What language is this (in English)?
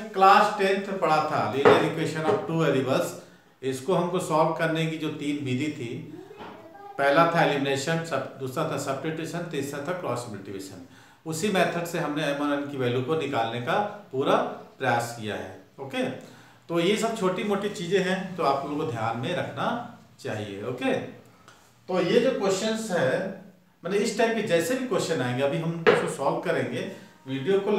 Hindi